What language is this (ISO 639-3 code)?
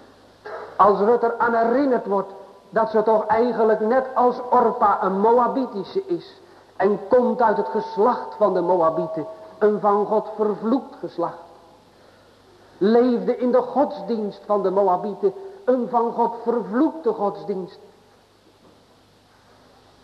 nld